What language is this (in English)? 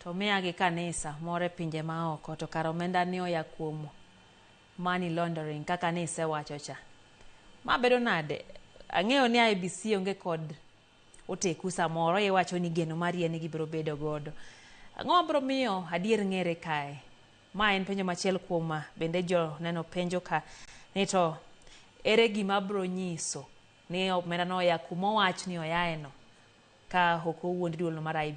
Luo (Kenya and Tanzania)